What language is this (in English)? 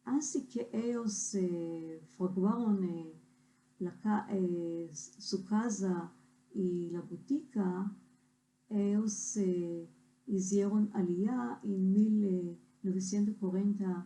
Ladino